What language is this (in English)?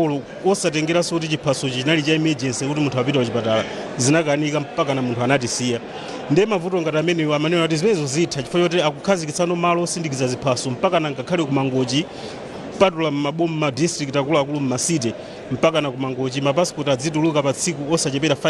Nyanja